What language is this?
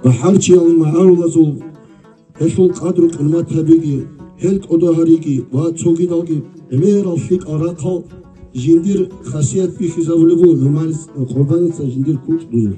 Avaric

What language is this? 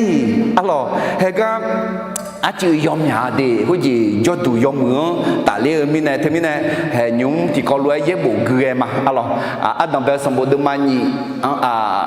Akha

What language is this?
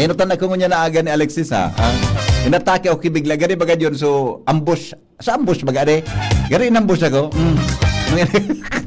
Bikol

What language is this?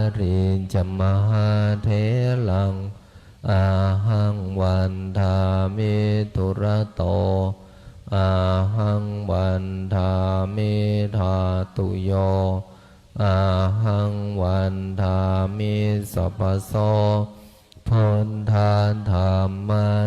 Pali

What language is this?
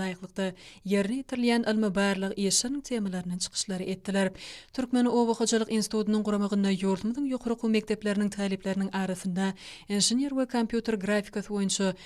Turkmen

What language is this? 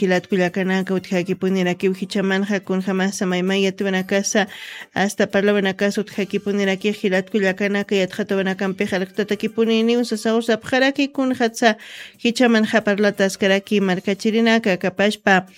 Aymara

